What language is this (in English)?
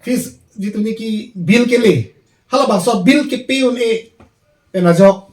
Karbi